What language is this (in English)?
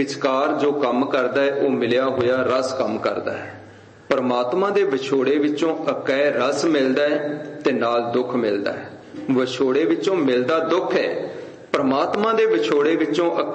Punjabi